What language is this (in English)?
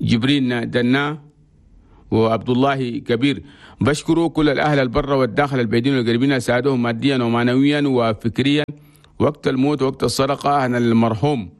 Chadian Arabic